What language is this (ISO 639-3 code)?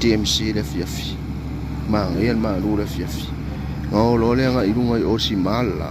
smo